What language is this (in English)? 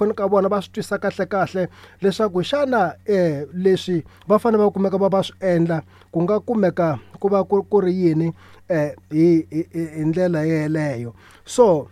Tsonga